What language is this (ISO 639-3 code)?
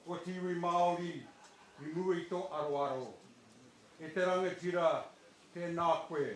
mri